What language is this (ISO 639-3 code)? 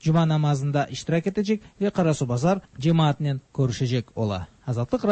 tat